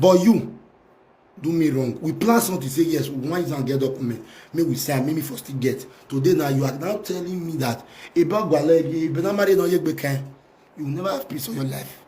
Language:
Nigerian Pidgin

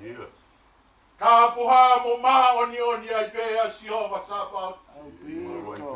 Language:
Tongan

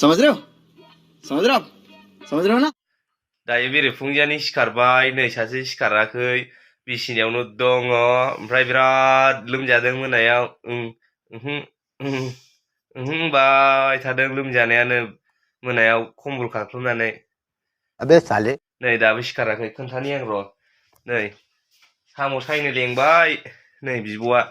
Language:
Bodo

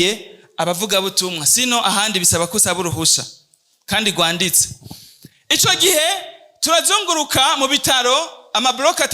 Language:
Rundi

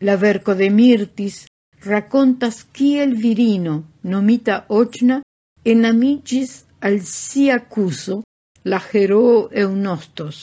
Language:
Esperanto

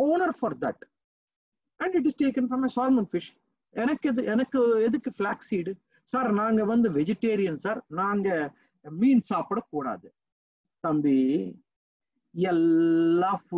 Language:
Tamil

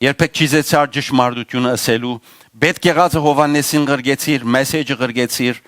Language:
Western Armenian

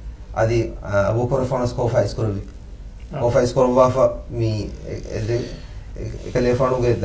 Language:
Divehi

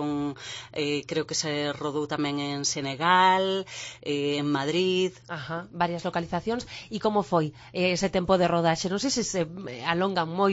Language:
Galician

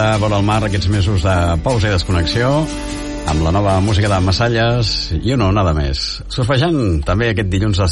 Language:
Catalan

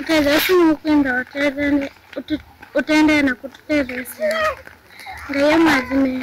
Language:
Kamba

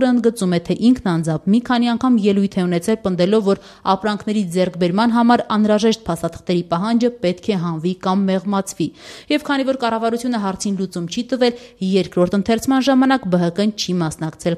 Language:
Armenian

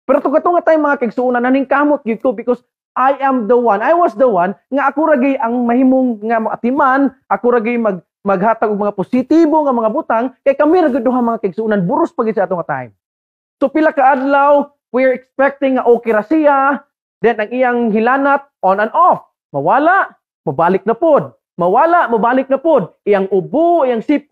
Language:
Cebuano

